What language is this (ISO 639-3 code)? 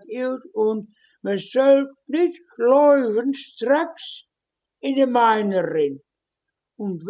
wep